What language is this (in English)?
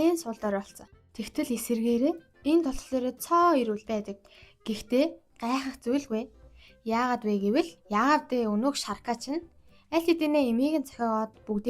Mongolian